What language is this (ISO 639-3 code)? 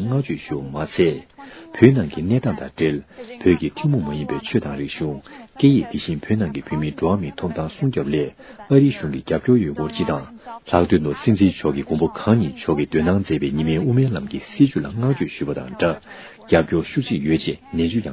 bod